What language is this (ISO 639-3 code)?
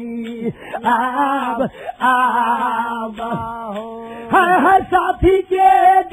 bho